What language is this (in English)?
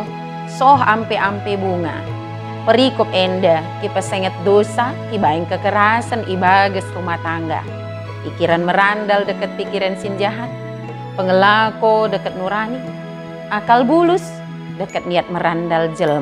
Batak Dairi